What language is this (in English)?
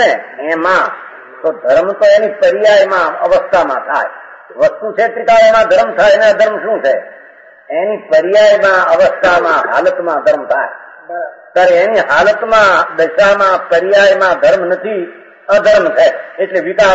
Gujarati